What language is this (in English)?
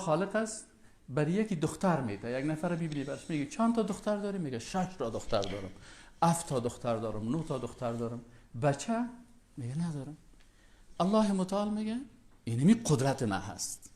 Persian